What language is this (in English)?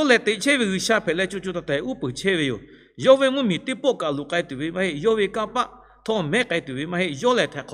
Lahu